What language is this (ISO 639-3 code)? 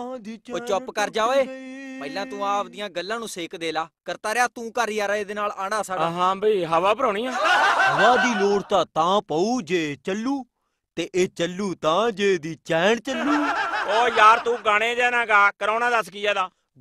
pan